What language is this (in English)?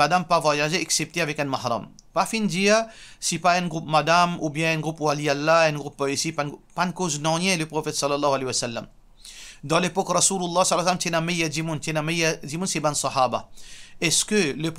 Morisyen